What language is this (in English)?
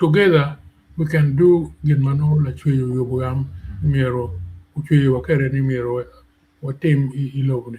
Acoli